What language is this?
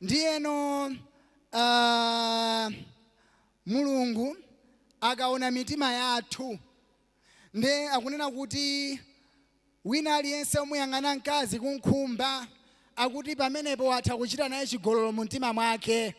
Nyanja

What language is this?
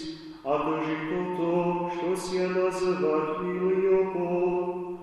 Slovak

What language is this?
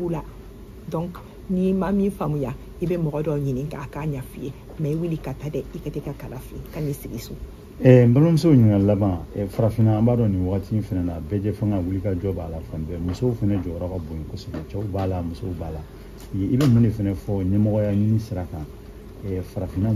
Bambara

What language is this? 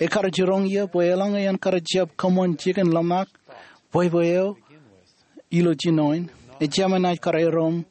Marshallese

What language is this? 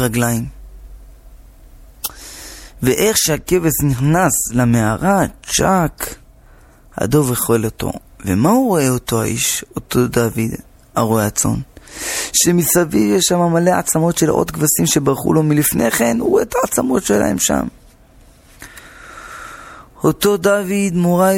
Hebrew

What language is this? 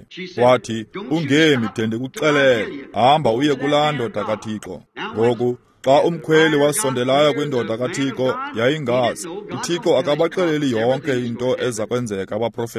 Xhosa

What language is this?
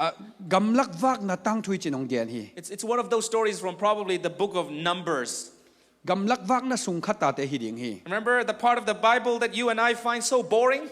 Tedim Chin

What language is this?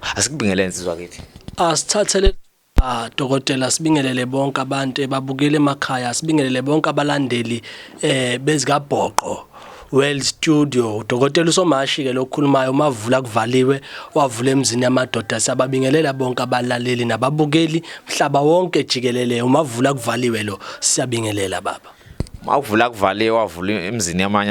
Zulu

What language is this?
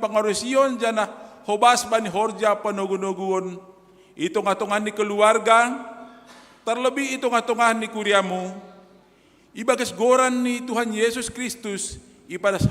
Batak Simalungun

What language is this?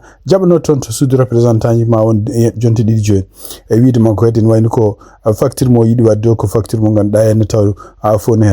Fula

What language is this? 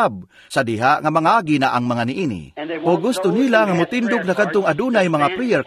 Cebuano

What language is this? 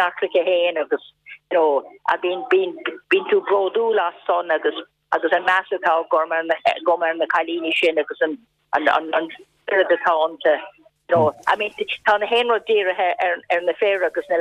Irish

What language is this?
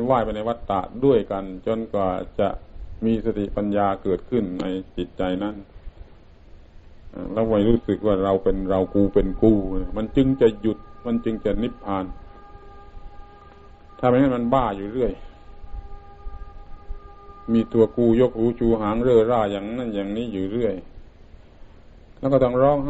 Thai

